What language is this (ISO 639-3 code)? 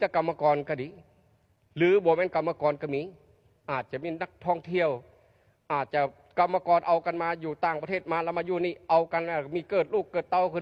lao